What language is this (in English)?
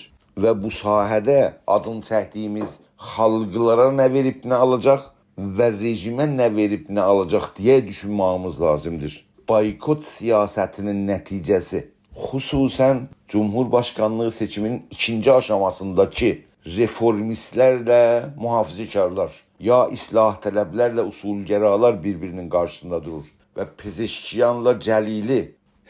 South Azerbaijani